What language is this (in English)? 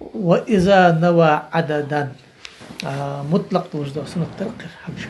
Ingush